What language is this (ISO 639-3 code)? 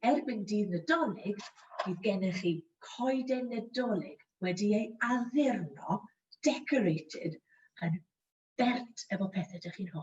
cym